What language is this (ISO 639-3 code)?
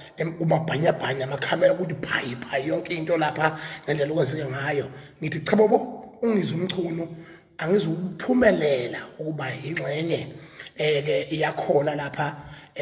zul